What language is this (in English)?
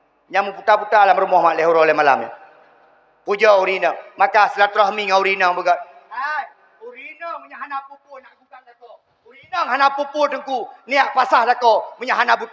Achinese